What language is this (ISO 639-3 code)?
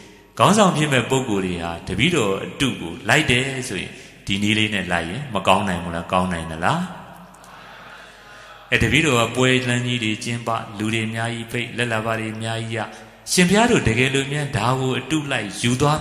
mya